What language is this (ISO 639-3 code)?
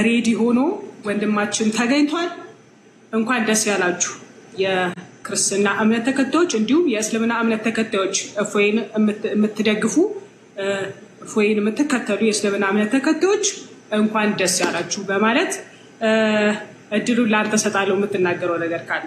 amh